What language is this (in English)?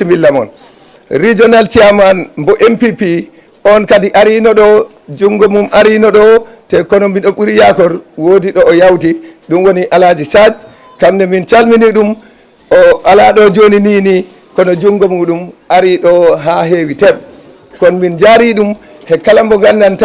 Fula